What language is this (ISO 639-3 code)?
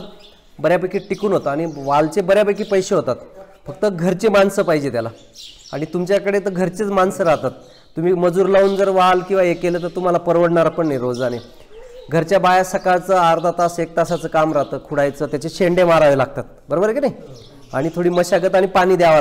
mar